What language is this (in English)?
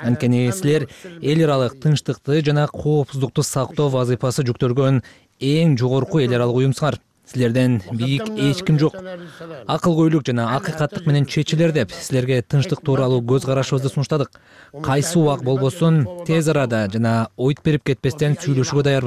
Kyrgyz